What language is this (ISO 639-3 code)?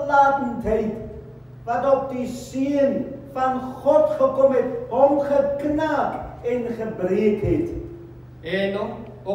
afr